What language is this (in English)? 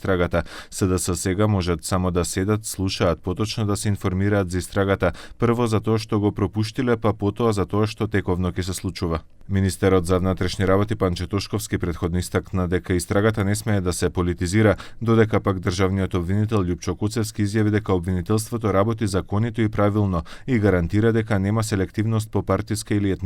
Macedonian